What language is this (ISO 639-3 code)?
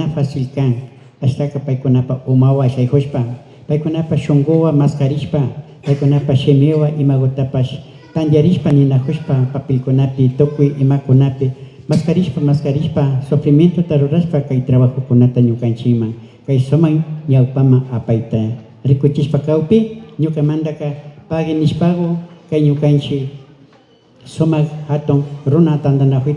qvi